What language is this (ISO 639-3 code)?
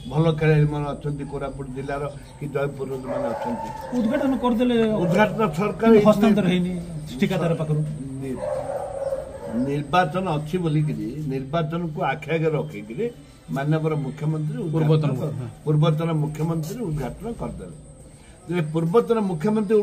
ori